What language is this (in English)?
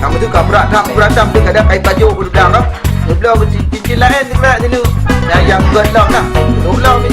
Achinese